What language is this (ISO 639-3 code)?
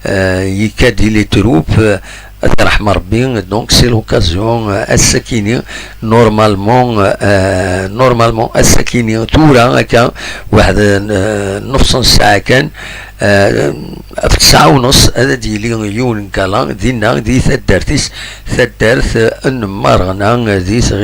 kab